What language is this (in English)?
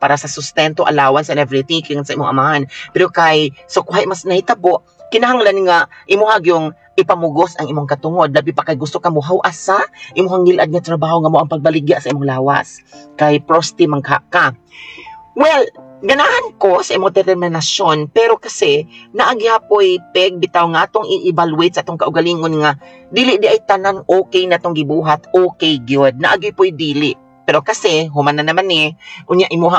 Cebuano